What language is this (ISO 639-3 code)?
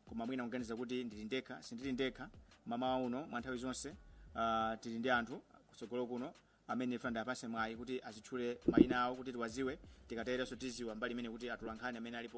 nya